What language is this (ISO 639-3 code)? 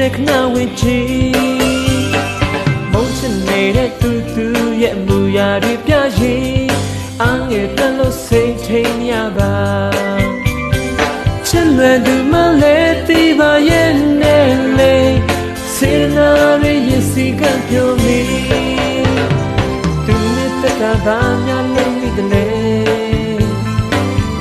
mya